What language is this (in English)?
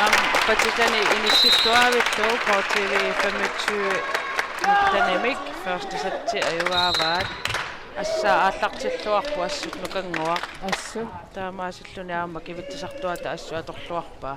Kalaallisut